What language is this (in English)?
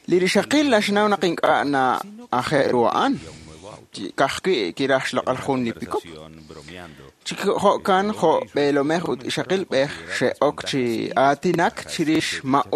Kekchí